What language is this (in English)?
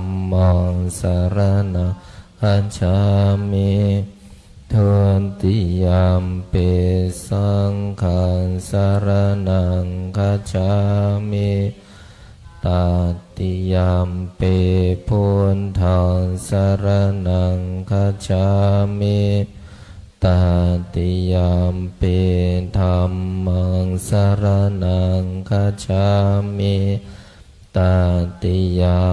Pali